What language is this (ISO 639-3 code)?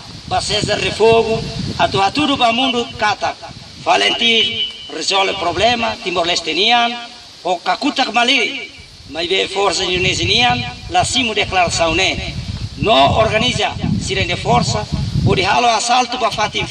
tet